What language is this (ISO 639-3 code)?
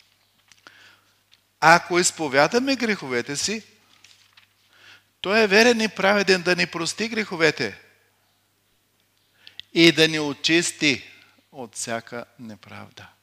bul